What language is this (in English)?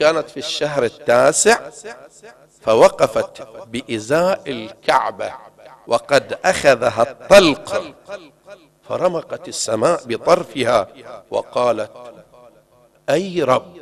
Arabic